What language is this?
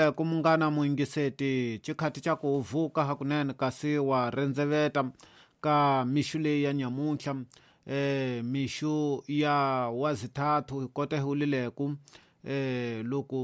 Tsonga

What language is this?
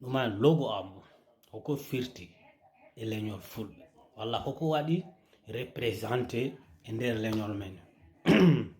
Fula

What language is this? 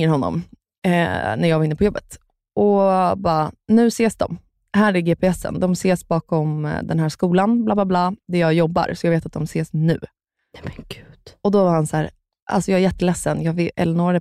Swedish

